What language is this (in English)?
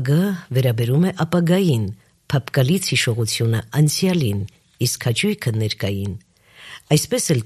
Armenian